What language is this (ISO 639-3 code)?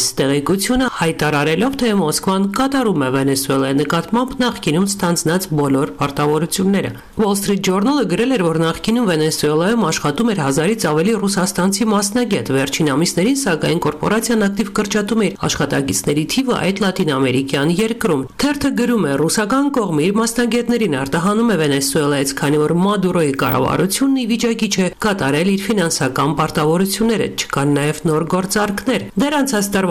hye